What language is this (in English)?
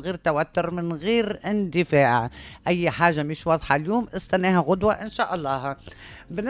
Tunisian Arabic